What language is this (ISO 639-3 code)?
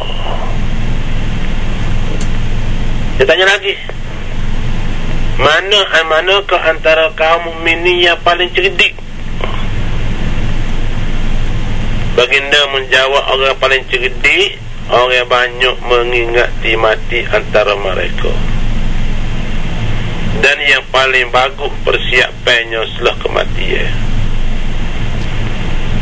msa